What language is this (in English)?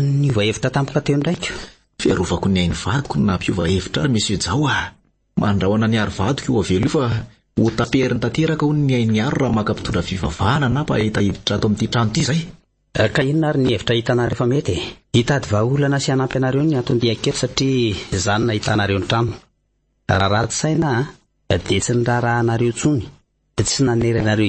Malagasy